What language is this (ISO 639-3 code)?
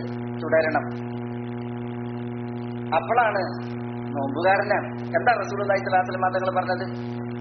mal